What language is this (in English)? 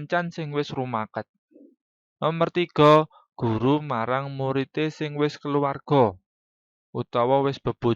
Javanese